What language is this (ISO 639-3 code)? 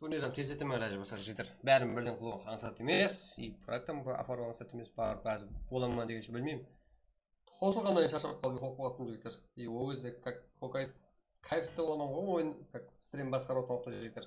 kaa